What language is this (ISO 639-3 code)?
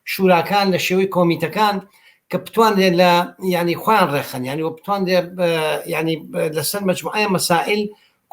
ckb